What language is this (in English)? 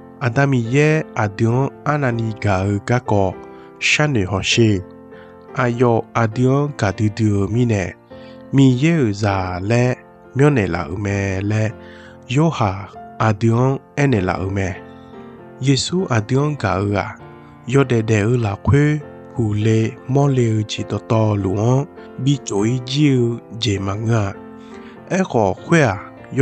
Akha